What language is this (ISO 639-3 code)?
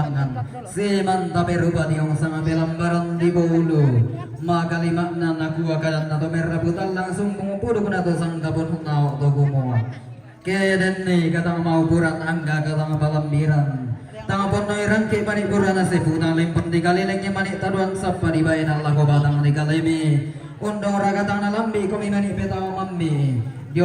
sda